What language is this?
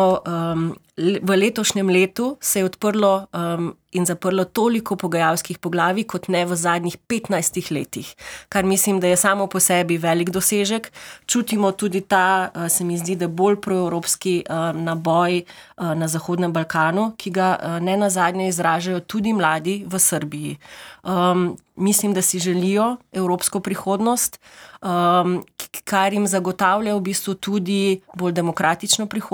Slovenian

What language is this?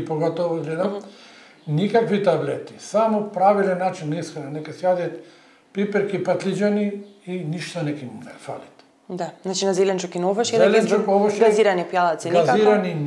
Macedonian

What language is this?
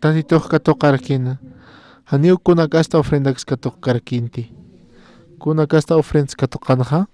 Aymara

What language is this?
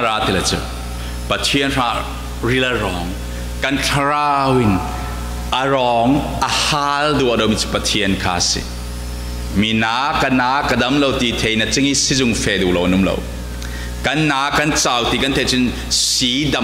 Falam Chin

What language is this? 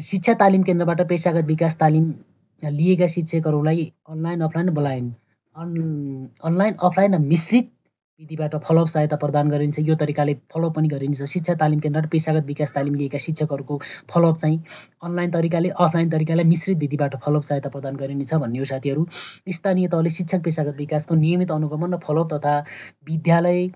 Nepali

